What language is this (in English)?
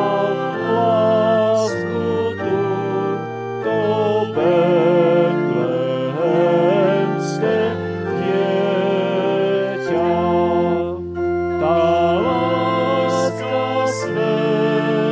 Slovak